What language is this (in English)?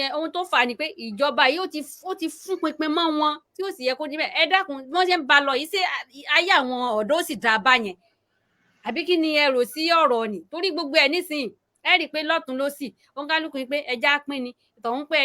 Yoruba